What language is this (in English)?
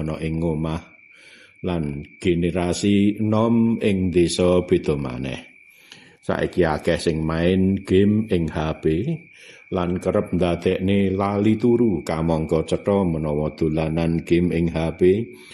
Javanese